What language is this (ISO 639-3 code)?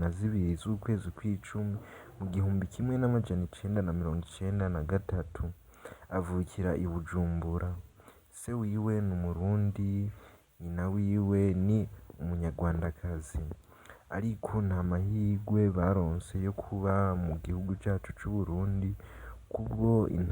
run